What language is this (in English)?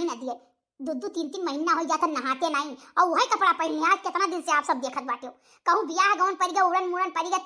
Awadhi